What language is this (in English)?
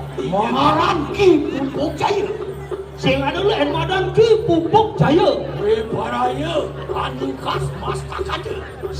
Balinese